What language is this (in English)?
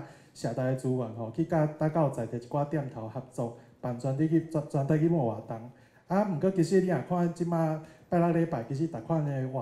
Min Nan Chinese